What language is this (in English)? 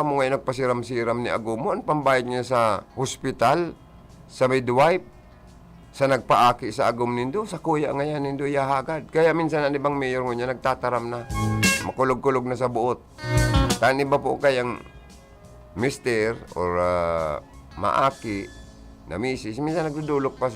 Bikol